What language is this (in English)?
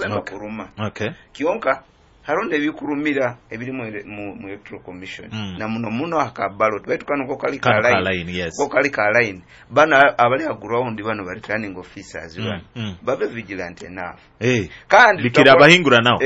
Nyoro